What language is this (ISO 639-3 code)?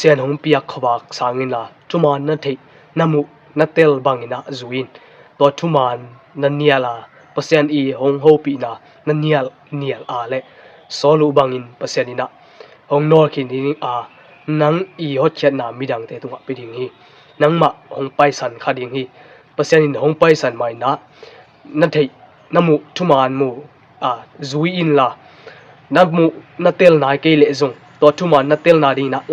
ctd